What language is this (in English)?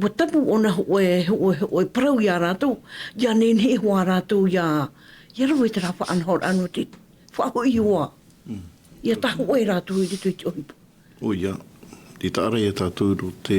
Tahitian